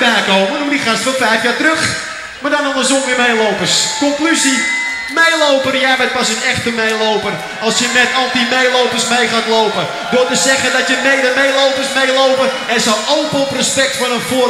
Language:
Dutch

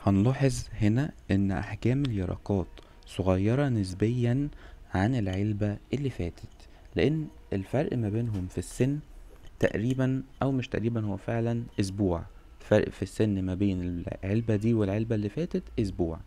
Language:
Egyptian Arabic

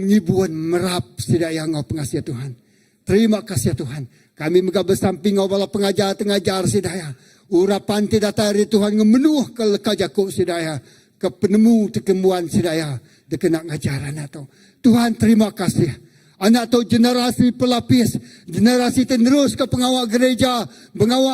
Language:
Iban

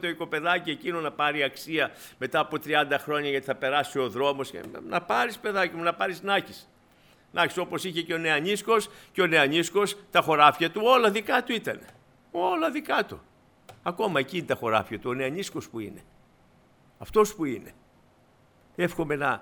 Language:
Greek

